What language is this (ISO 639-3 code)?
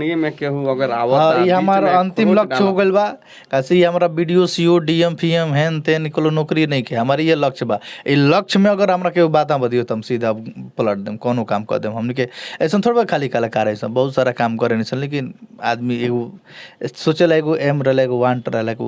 bho